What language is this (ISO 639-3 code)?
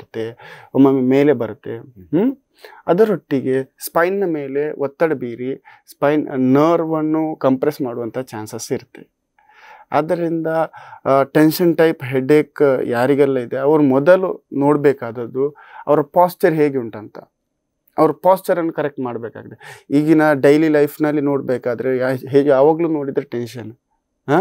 kan